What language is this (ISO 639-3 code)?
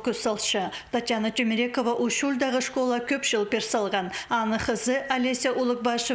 kjh